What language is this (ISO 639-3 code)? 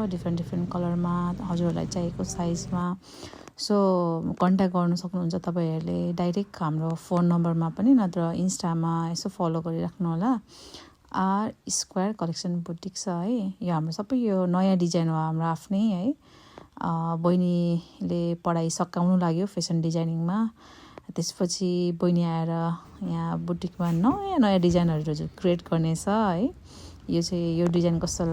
nep